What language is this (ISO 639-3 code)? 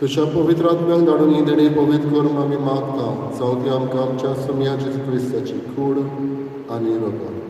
kok